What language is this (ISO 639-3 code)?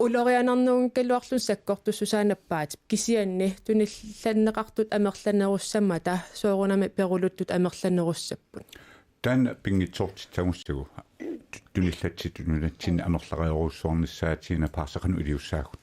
kal